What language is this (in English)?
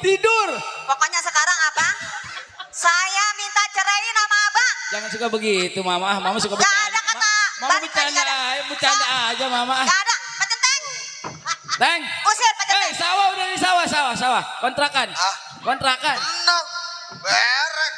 Betawi